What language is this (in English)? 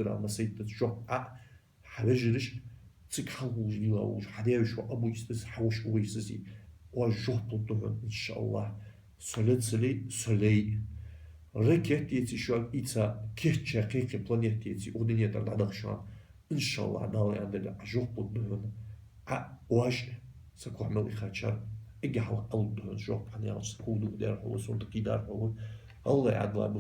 Ingush